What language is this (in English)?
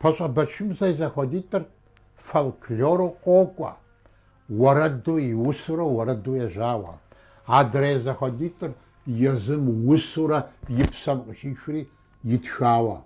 Kabardian